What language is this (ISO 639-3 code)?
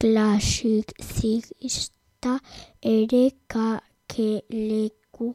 eus